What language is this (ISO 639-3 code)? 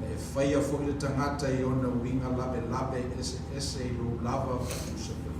smo